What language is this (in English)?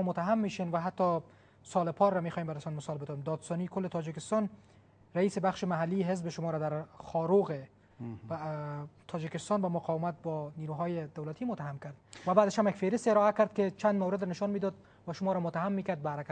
Tajik